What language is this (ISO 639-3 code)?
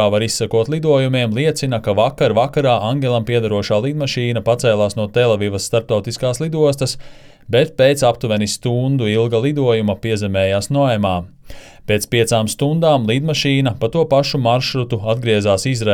lav